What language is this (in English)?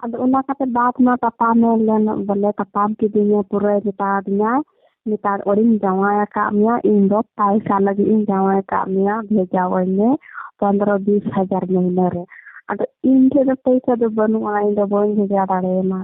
Santali